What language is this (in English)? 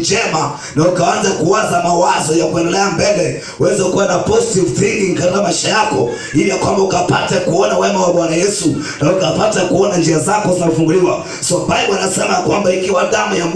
Swahili